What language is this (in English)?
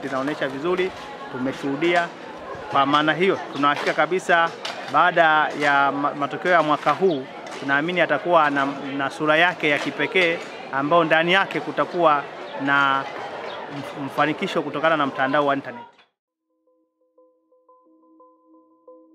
Swahili